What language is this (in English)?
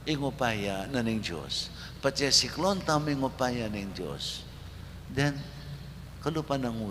Pampanga